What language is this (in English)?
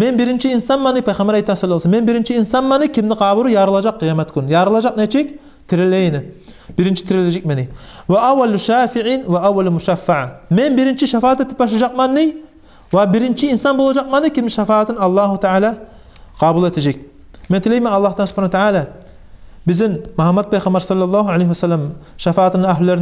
Kumyk